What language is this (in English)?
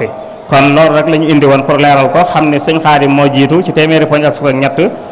Wolof